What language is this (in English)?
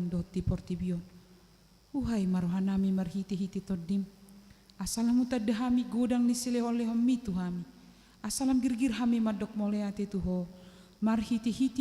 Batak Toba